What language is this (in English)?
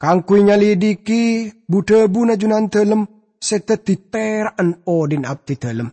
Madurese